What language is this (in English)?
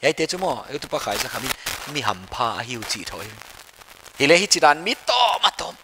Paite Chin